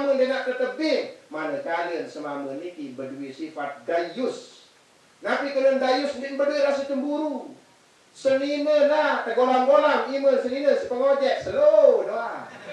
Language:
Sasak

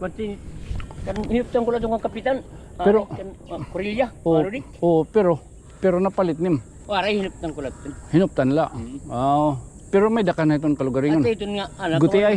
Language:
Waray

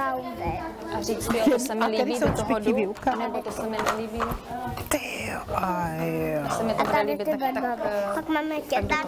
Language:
Czech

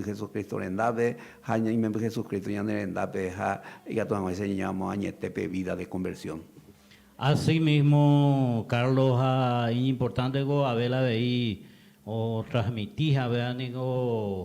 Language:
Guarani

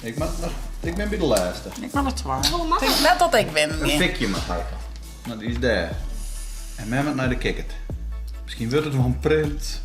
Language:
Western Frisian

